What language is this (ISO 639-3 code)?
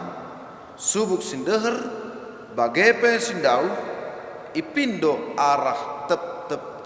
btx